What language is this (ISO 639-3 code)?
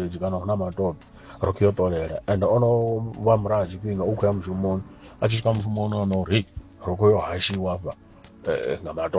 ven